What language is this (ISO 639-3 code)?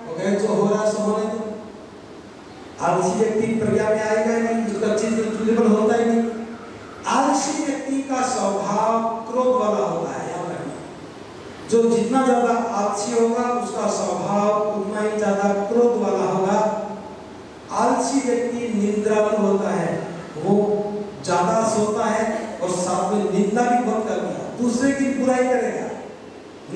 hin